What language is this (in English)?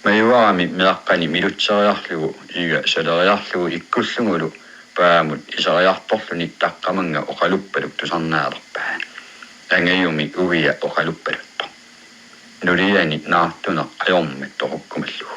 Kalaallisut